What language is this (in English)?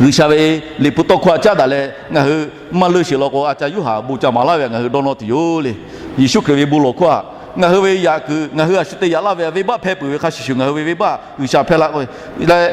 Lahu